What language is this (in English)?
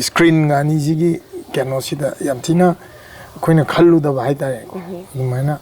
Manipuri